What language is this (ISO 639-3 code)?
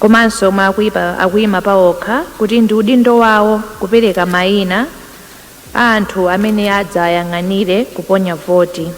nya